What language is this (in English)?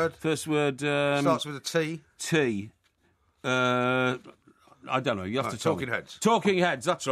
English